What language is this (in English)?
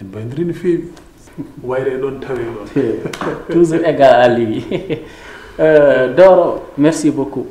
Fula